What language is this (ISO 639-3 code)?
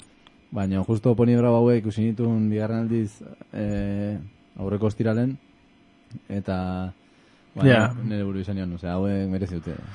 eus